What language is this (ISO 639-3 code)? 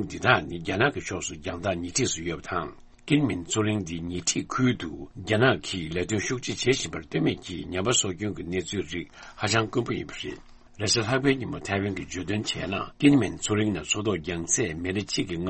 bod